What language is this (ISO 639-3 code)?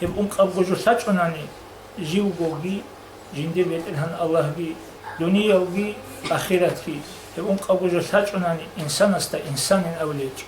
ava